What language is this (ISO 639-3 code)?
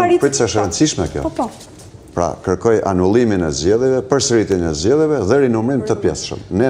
sqi